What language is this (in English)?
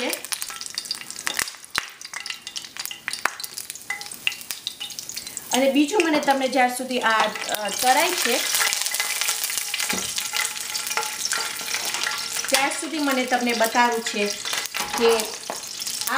Gujarati